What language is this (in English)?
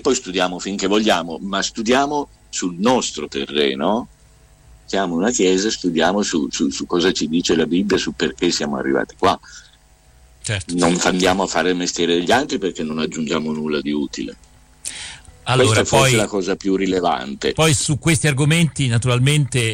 Italian